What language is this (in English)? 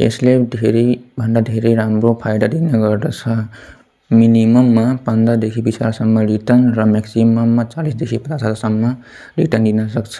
Nepali